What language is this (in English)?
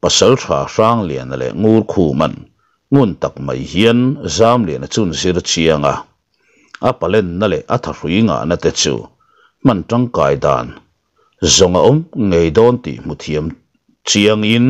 Mizo